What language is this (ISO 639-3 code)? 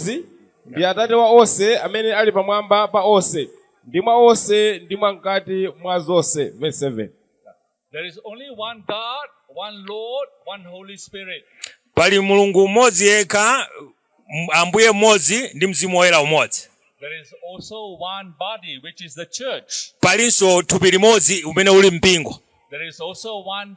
nya